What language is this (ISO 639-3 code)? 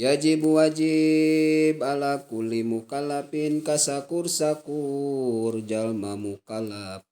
sun